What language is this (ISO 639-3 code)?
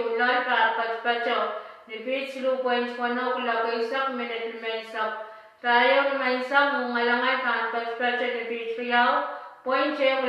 pon